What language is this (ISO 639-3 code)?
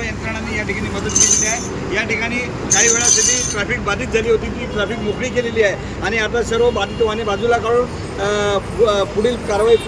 mar